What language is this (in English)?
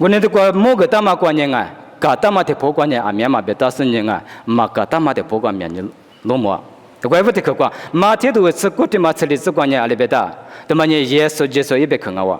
Lisu